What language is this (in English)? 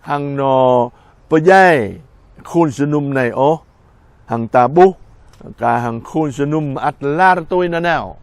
Jarai